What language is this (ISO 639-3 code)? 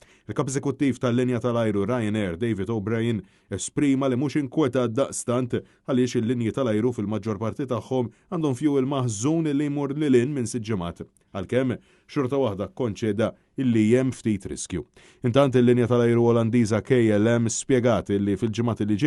mlt